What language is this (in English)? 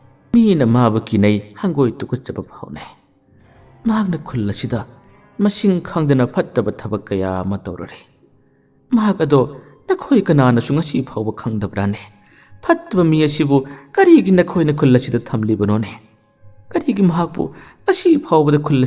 Manipuri